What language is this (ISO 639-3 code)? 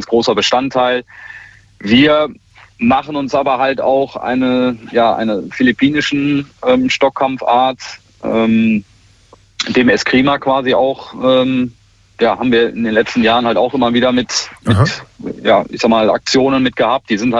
deu